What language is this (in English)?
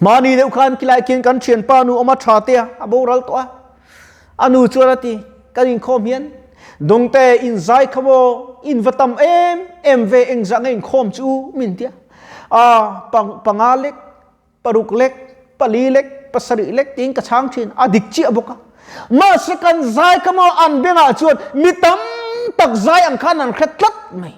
Mizo